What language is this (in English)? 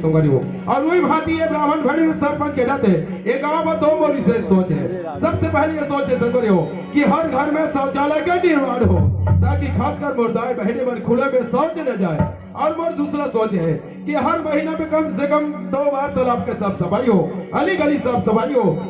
Chhattisgarhi